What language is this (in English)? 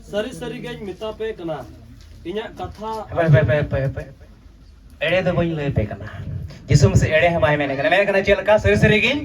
Santali